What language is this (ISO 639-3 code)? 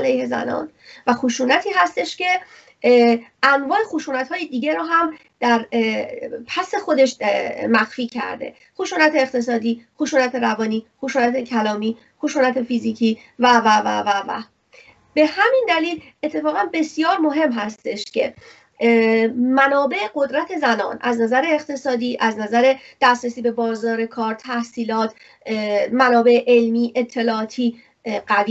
fas